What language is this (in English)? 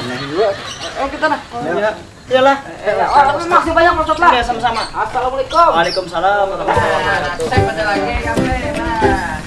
Banjar